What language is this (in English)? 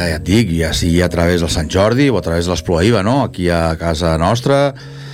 Catalan